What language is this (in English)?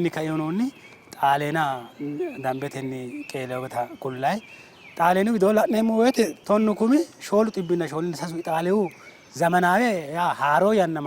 Sidamo